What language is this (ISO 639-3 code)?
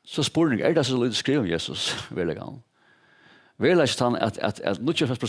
fao